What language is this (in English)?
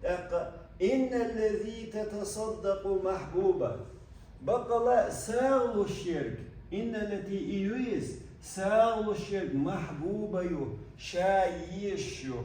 Chechen